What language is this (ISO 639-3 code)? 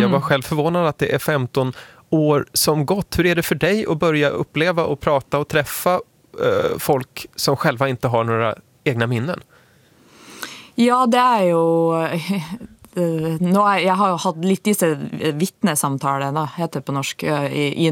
swe